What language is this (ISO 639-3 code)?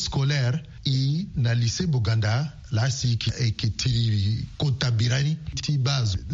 sag